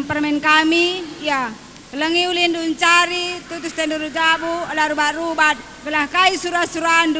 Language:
Batak Karo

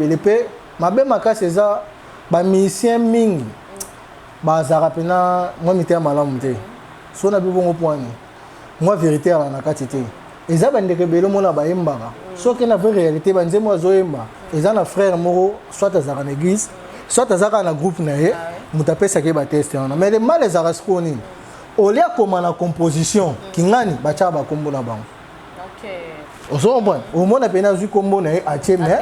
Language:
Lingala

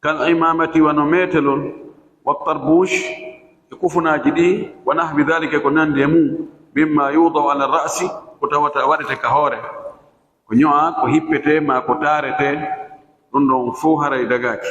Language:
Fula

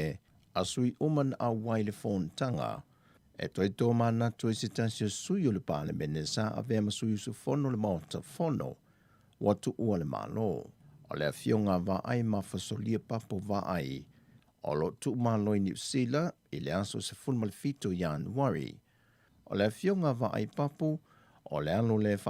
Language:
Samoan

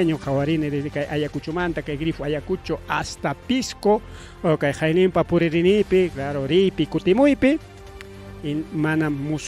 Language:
Ayacucho Quechua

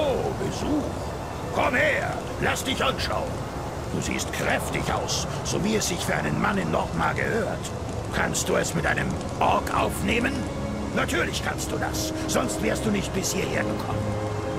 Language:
Bavarian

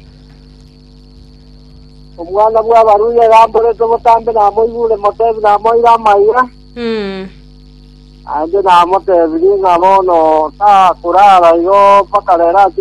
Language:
Gusii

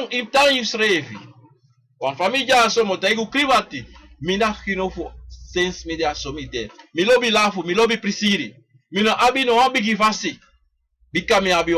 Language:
Sranan Tongo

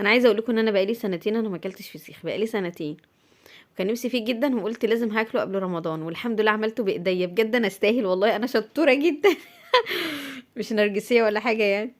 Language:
Egyptian Arabic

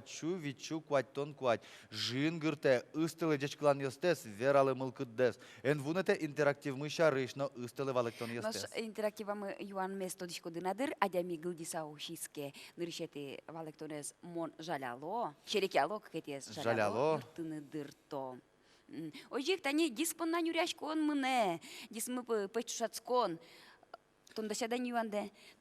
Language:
Udmurt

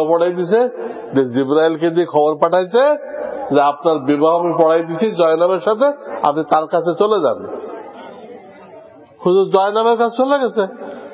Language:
Bangla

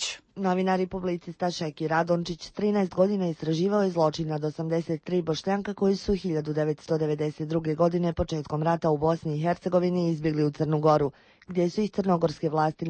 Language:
Bosnian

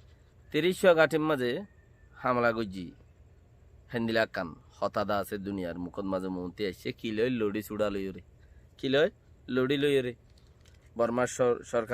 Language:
Rohingya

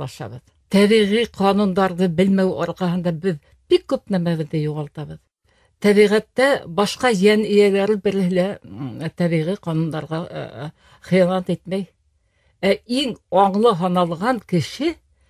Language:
Bashkir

